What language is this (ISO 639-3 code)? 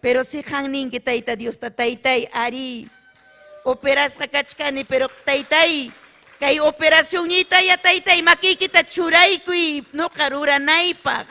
quy